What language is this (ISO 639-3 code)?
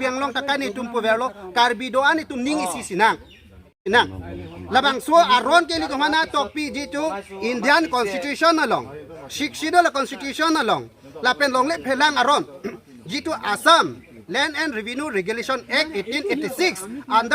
mjw